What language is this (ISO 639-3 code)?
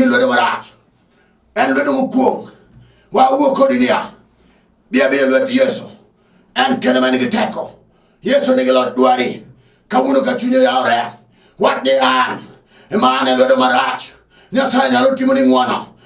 luo